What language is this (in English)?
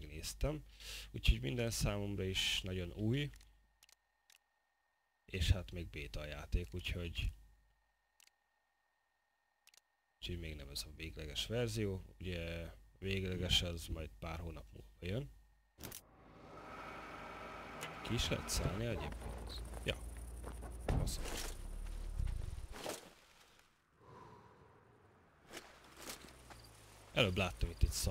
Hungarian